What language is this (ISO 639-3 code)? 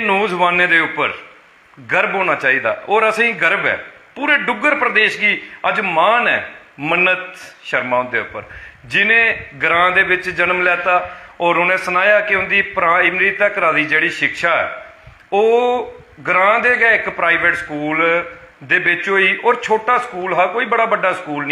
doi